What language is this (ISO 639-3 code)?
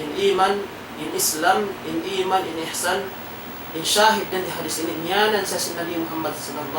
tsg